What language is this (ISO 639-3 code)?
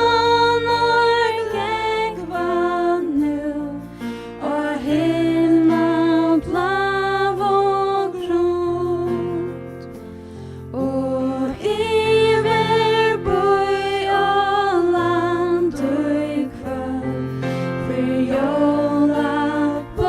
fao